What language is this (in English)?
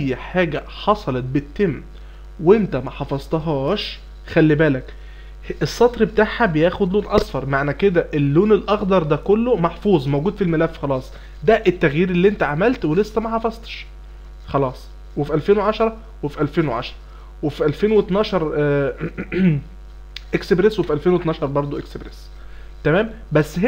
Egyptian Arabic